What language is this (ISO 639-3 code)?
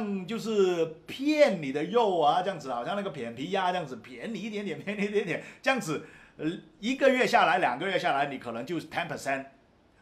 zho